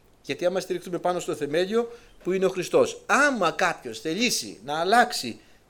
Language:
Greek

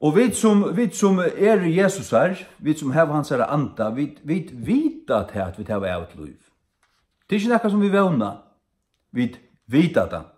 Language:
Faroese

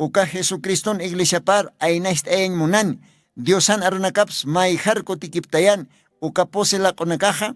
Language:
Aymara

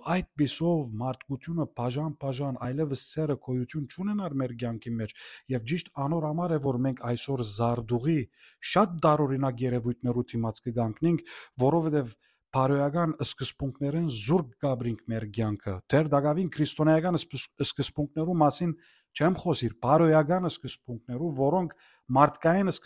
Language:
Western Armenian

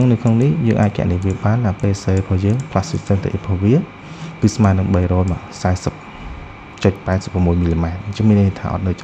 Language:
Khmer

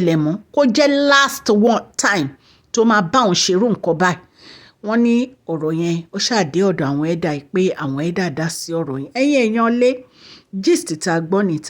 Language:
Yoruba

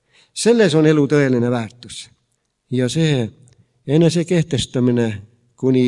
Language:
Estonian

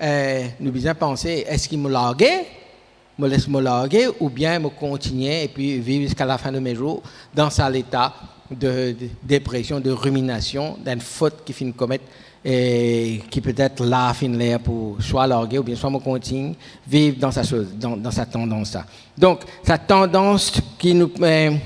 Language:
Morisyen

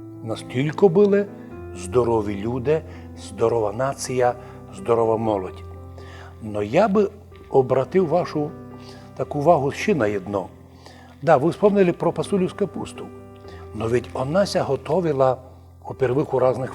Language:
Rusyn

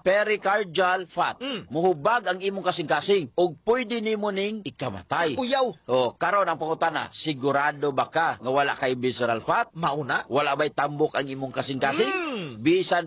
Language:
Cebuano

